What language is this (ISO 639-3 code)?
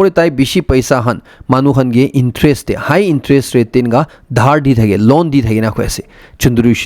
nag